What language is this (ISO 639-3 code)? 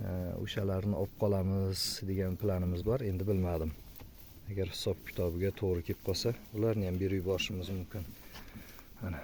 uzb